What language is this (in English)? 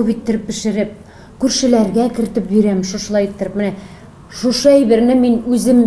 Tatar